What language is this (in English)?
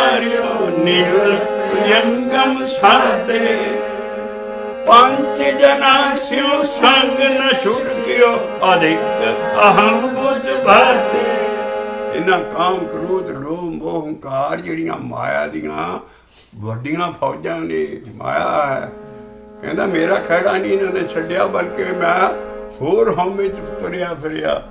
Punjabi